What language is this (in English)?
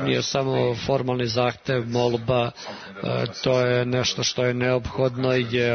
Serbian